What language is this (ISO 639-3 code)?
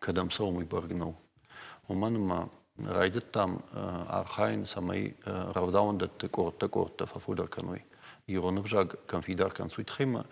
oss